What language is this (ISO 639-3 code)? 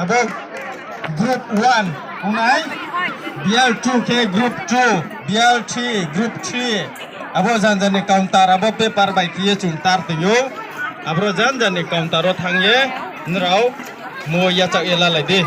ria